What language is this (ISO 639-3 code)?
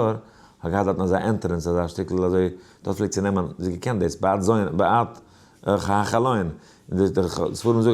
yid